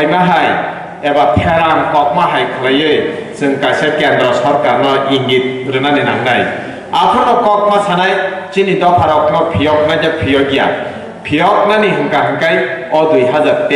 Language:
Kok Borok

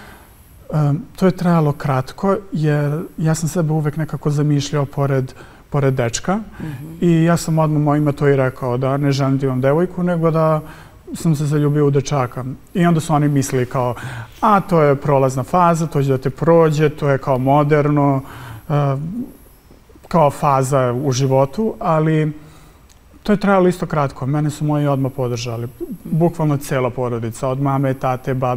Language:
Serbian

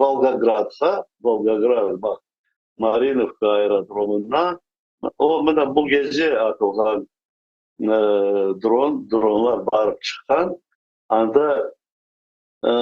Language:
Crimean Tatar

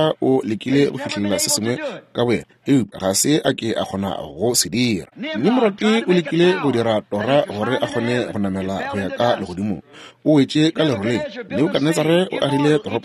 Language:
Northern Sotho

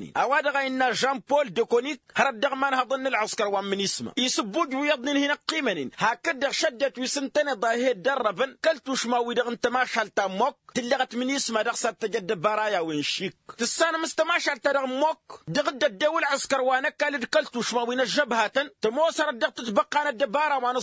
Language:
Tamasheq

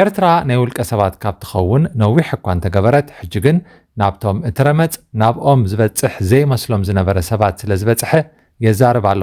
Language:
Tigrinya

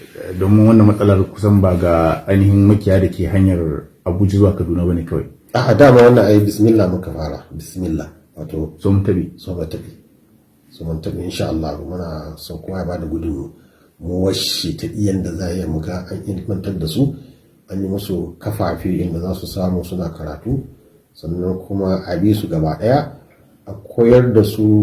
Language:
Hausa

